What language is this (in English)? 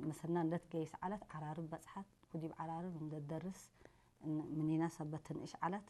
Tigre